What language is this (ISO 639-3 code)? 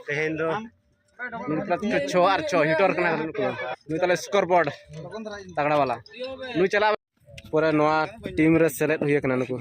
sat